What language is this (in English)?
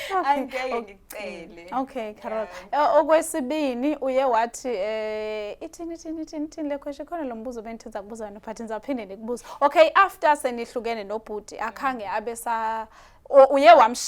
Zulu